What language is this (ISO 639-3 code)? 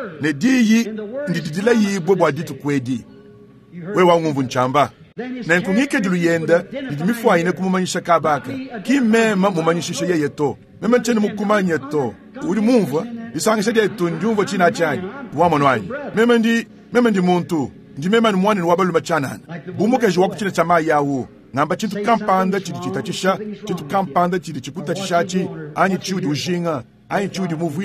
lua